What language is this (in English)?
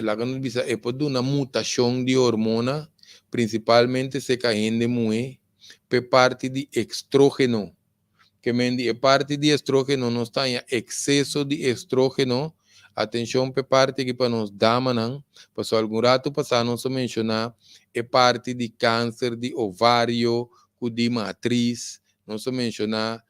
Papiamento